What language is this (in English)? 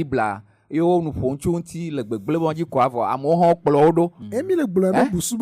Ewe